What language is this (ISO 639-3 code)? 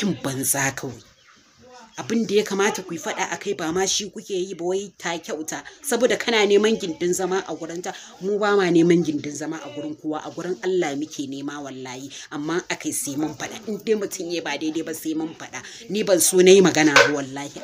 hau